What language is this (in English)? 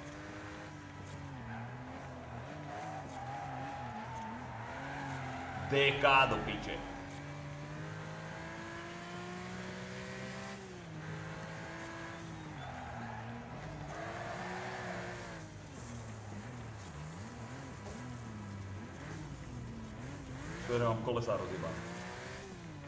Slovak